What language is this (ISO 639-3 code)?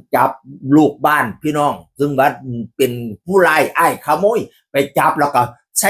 tts